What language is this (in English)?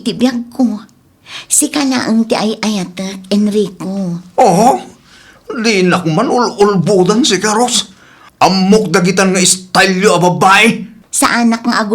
Iloko